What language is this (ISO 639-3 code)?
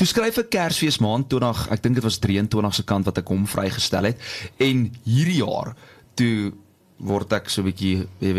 afr